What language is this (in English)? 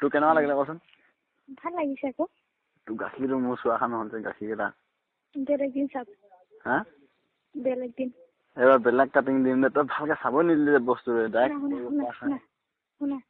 Assamese